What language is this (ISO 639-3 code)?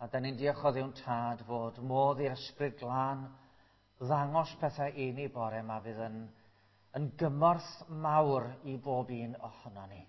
cym